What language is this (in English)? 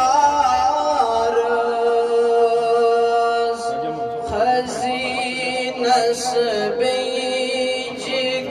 Kashmiri